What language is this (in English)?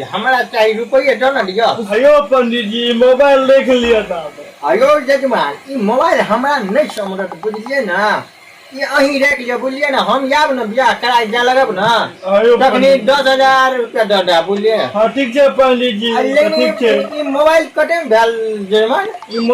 Maithili